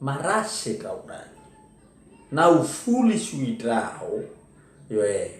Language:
Nias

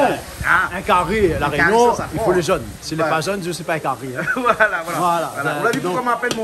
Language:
Réunion Creole French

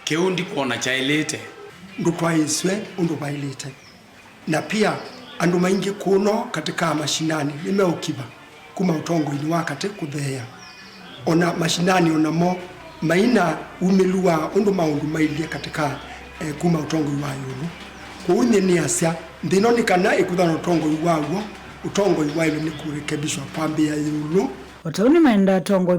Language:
Kamba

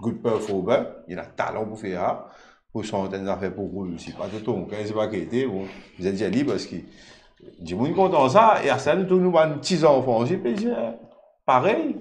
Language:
Morisyen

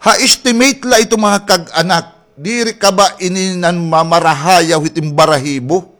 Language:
Waray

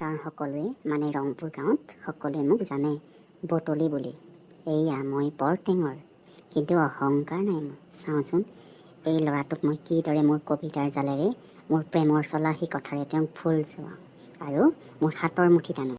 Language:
Assamese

